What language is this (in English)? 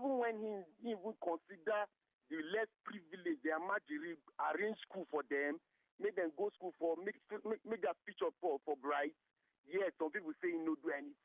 Nigerian Pidgin